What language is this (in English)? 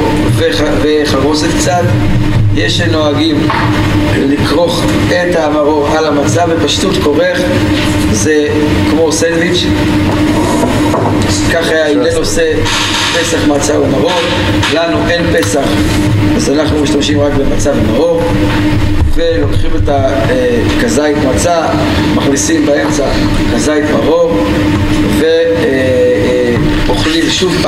Hebrew